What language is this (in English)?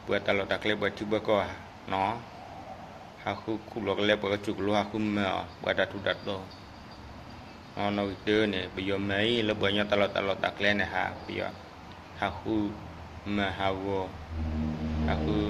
S'gaw Karen